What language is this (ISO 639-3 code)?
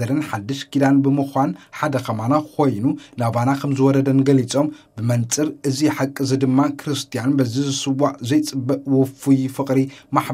tir